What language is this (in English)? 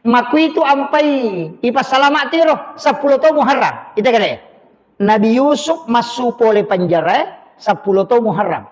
Buginese